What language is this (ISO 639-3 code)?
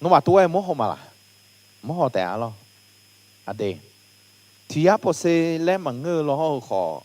ahk